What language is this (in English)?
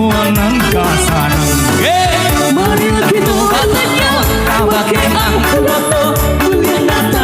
Minangkabau